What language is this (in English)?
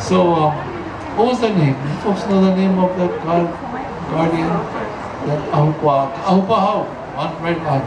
Hawaiian